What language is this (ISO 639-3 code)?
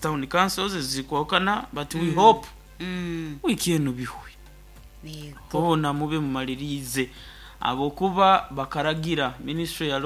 nyo